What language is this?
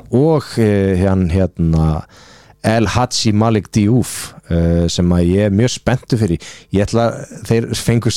Icelandic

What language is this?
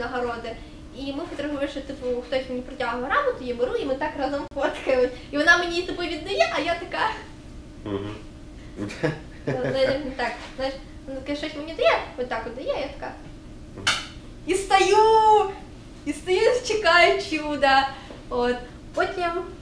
Ukrainian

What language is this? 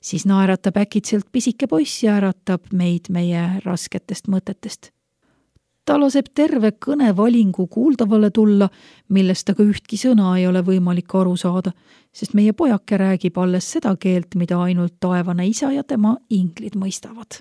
Estonian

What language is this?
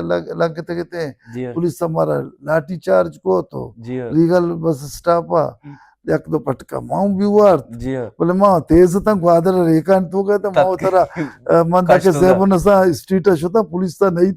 Baluchi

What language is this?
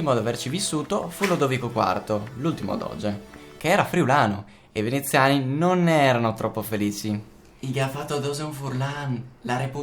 Friulian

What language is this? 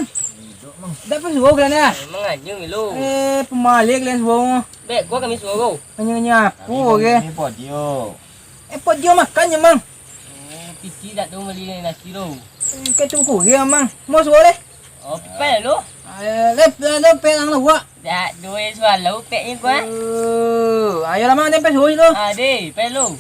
Minangkabau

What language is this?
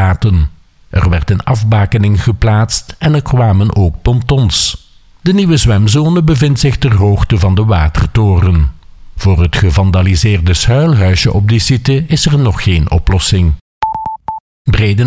Dutch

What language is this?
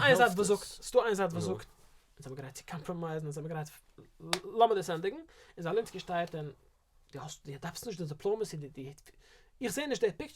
Yiddish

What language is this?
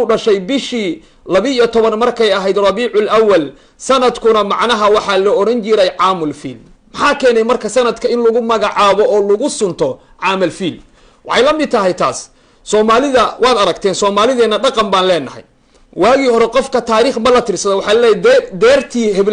Somali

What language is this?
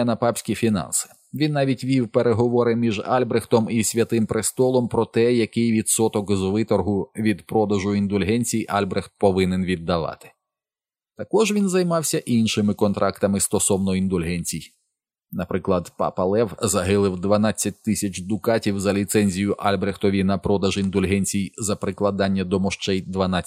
Ukrainian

